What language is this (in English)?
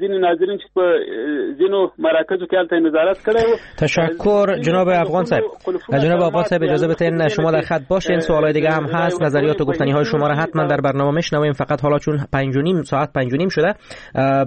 Persian